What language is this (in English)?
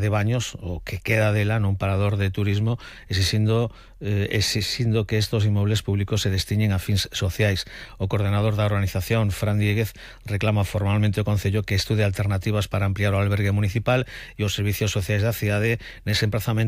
Galician